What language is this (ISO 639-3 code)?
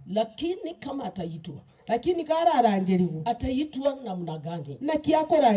guz